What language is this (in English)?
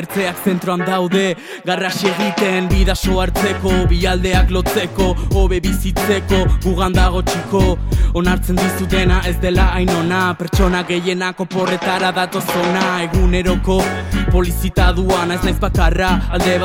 Basque